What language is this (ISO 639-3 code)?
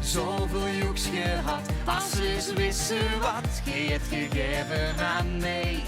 lim